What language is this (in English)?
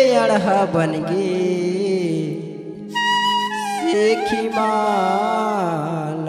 Chhattisgarhi